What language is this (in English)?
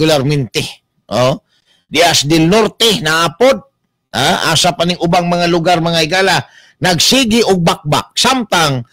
Cebuano